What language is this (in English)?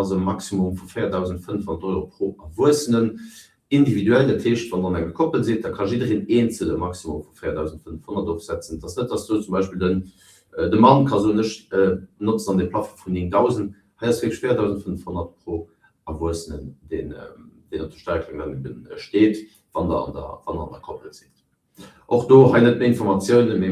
Luxembourgish